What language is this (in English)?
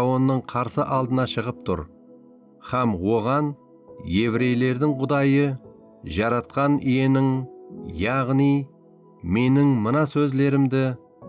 Kara-Kalpak